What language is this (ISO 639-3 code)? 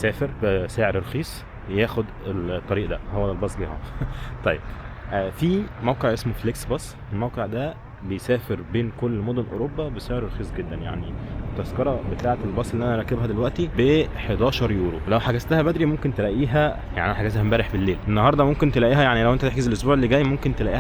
arz